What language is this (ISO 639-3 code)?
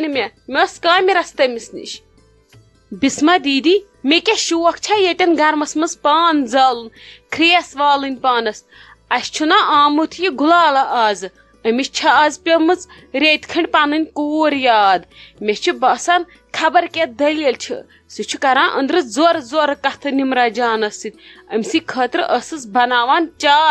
kas